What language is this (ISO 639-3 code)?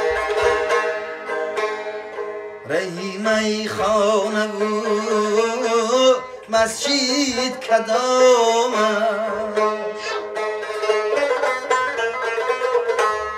fas